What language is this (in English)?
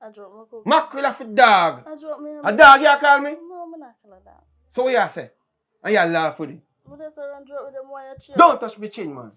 Jamaican Creole English